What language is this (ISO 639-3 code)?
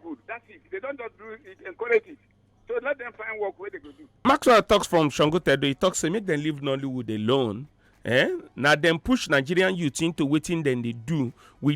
pcm